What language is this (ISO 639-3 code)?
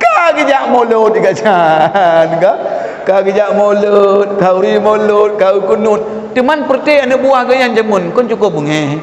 ace